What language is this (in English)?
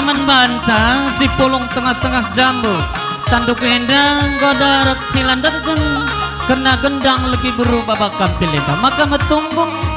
Batak Karo